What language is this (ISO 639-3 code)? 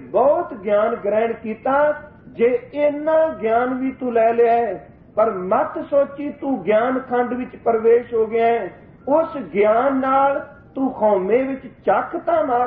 pan